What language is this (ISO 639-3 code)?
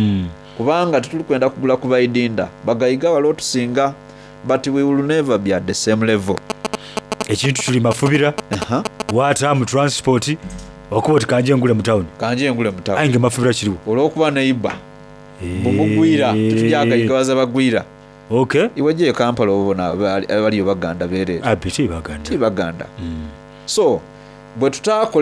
xog